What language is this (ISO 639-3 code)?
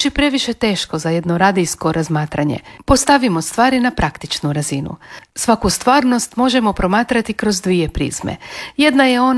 hrv